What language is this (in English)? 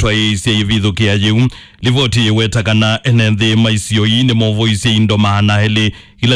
Kamba